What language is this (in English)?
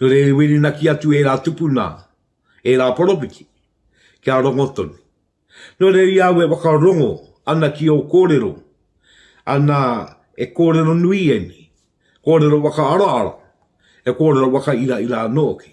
Māori